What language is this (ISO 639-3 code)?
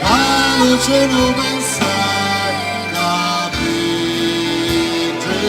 scn